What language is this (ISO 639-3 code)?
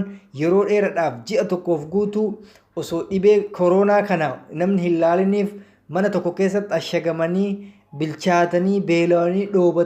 orm